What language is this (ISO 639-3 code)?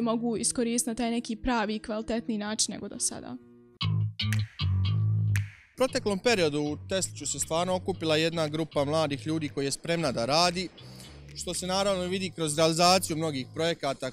bos